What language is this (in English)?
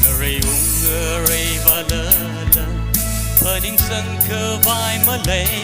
Tangkhul Naga (India)